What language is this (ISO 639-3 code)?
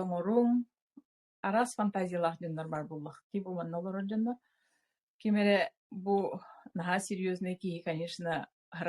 sah